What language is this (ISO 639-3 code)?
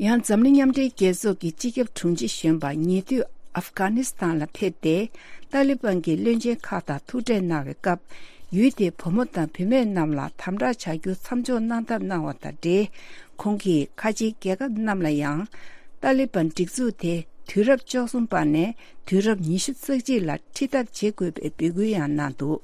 bod